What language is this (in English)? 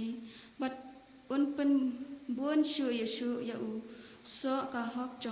Khasi